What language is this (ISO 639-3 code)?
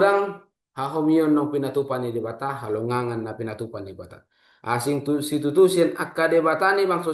bbc